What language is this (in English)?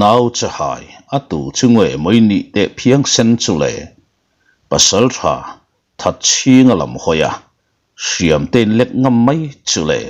Mizo